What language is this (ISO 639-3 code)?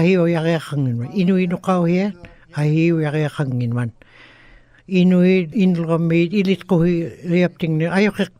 ikt